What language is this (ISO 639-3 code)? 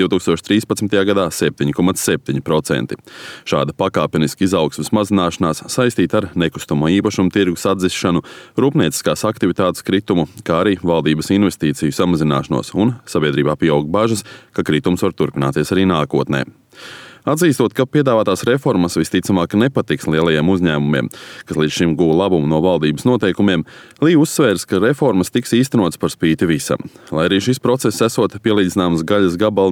lav